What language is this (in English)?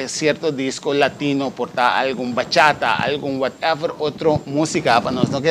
Papiamento